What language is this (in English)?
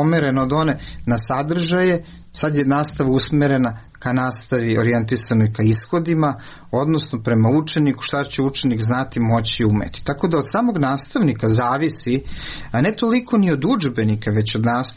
Serbian